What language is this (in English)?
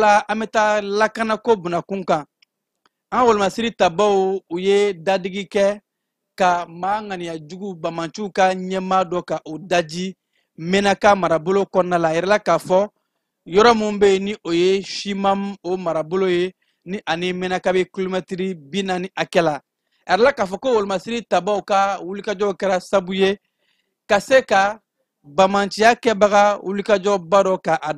Bambara